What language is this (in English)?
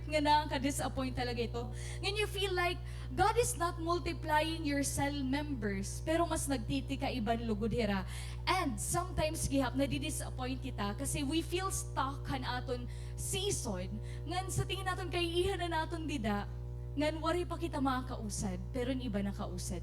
Waray